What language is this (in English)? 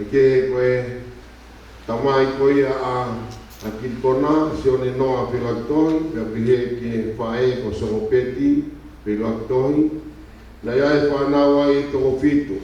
Tongan